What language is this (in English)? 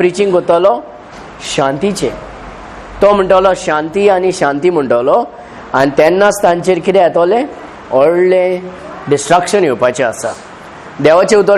Konkani